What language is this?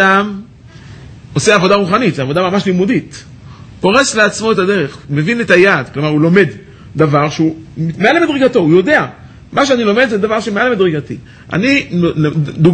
Hebrew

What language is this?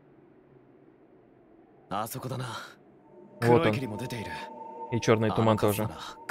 Russian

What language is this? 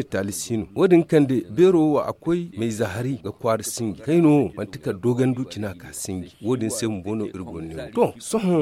Zarma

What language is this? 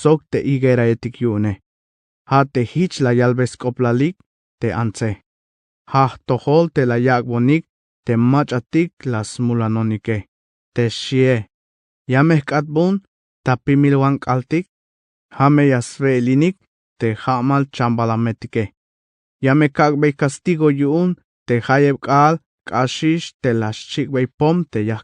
Tzeltal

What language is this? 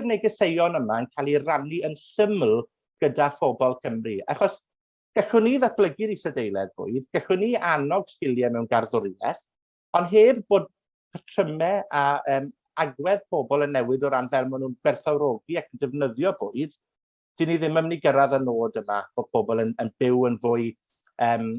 Welsh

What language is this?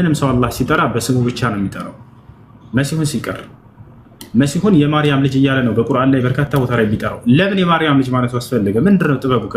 Amharic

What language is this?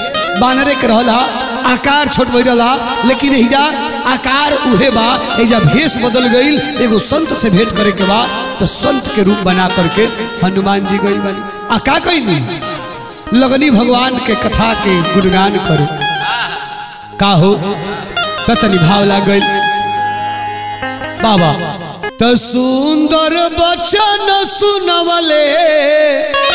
Bhojpuri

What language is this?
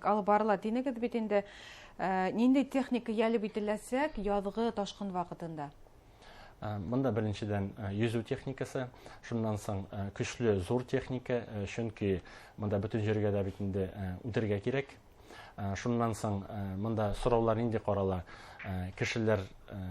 Bashkir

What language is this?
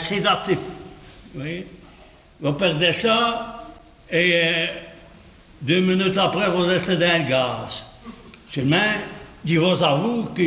Walloon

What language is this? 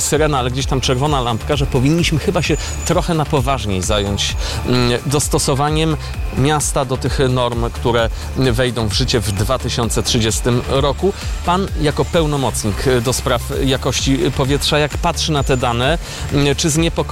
Polish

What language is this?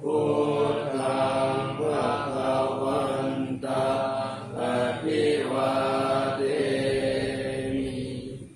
Pali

